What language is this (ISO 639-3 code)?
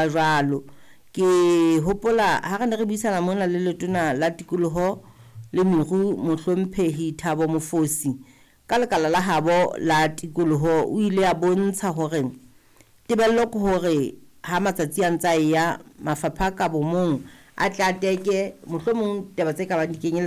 sot